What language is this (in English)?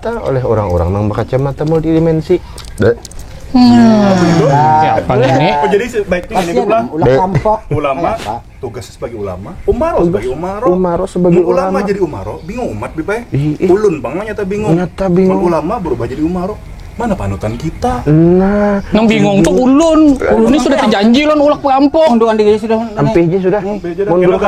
Banjar